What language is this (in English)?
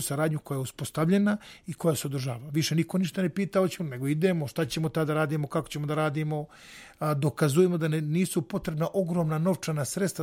Serbian